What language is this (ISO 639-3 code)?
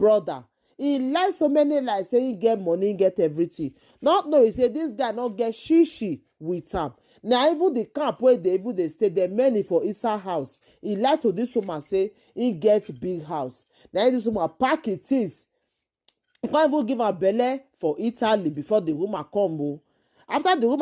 pcm